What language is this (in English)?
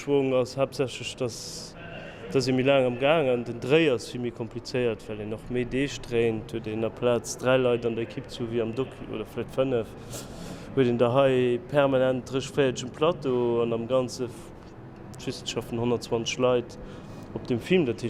Luxembourgish